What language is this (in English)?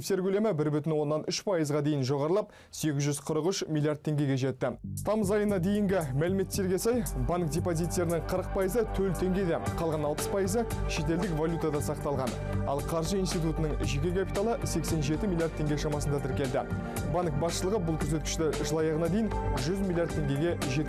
Kazakh